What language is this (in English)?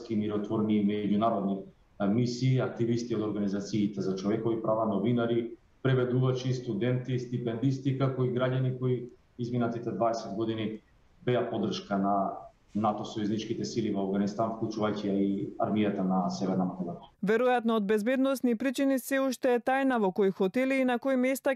Macedonian